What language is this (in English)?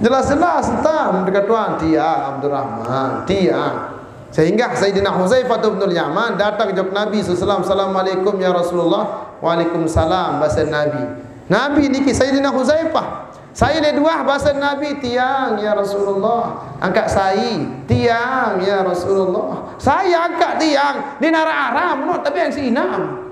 Sasak